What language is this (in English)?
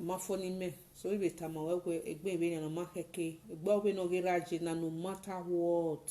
Nigerian Pidgin